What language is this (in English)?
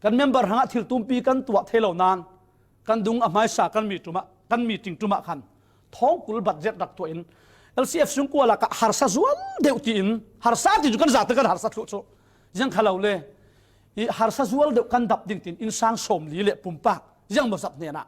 Falam Chin